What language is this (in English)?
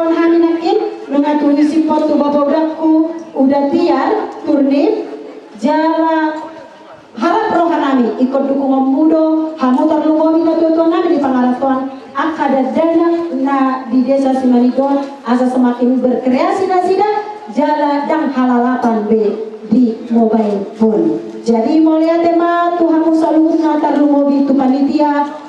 Batak Toba